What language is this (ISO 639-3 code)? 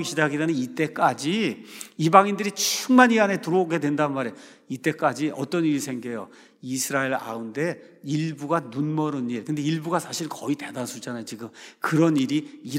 kor